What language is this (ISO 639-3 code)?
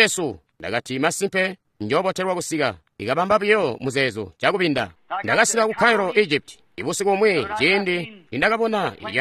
toi